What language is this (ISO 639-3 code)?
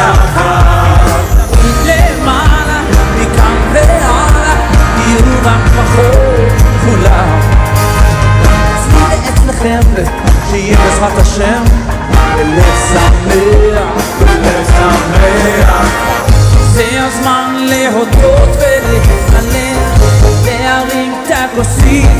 heb